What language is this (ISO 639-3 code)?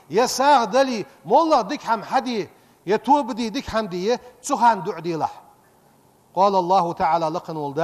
inh